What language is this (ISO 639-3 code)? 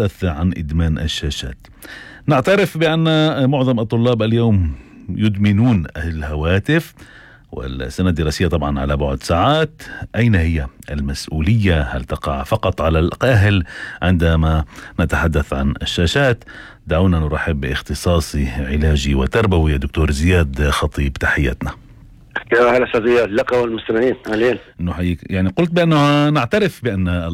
apc